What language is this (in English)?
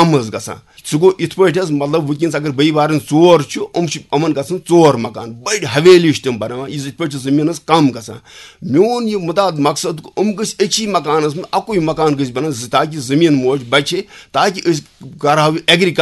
Kashmiri